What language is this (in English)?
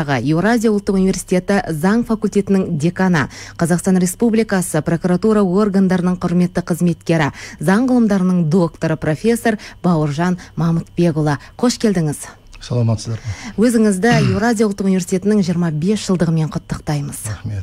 Kazakh